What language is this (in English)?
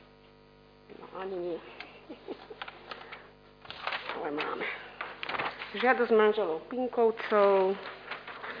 Slovak